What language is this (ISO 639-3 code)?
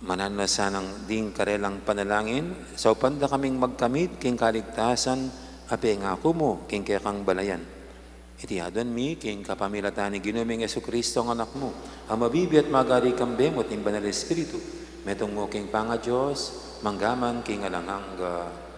pam